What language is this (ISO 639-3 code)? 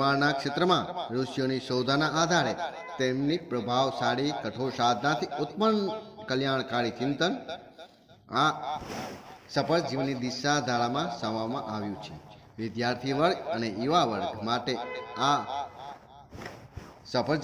guj